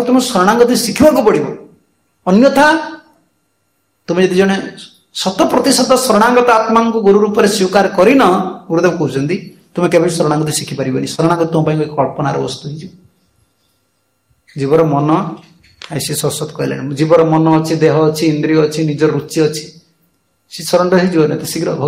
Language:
Odia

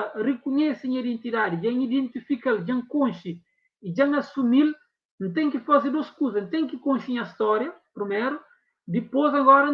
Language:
Kabuverdianu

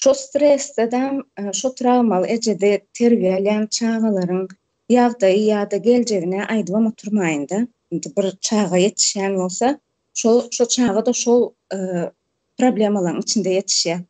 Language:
Turkmen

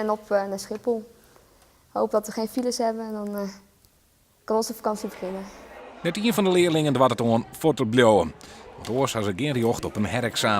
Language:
Western Frisian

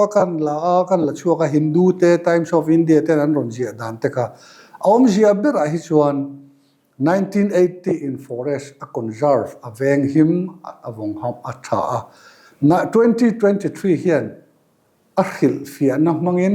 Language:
Mizo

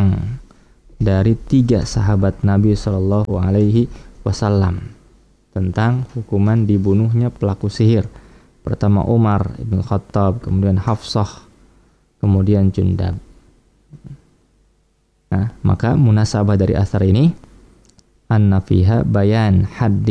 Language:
Indonesian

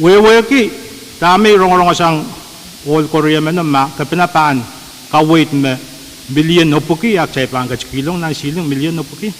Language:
Pohnpeian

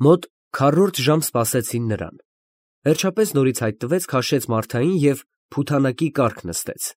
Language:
Armenian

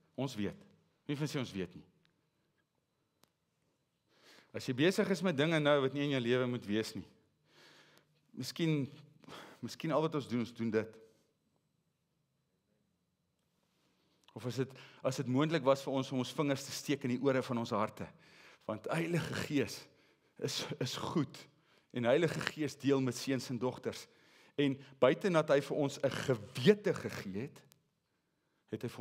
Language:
Afrikaans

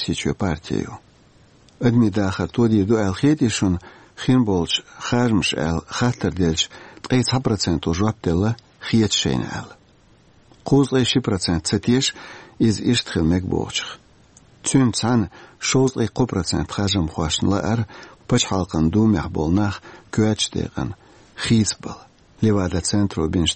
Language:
Chechen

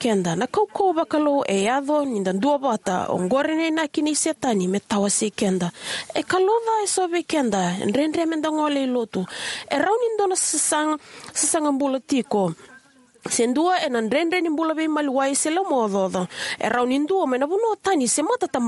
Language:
Fijian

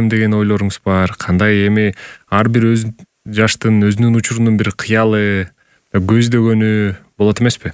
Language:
Kyrgyz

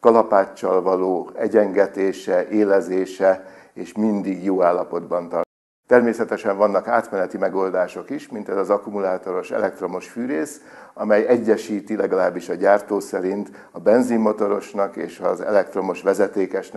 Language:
Hungarian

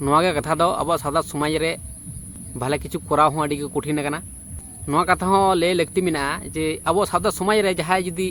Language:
Santali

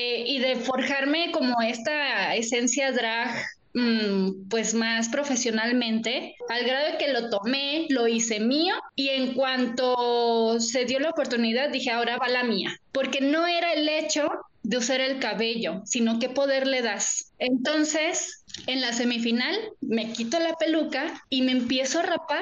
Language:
Spanish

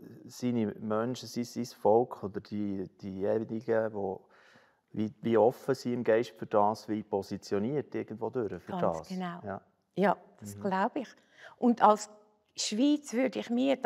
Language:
Swiss German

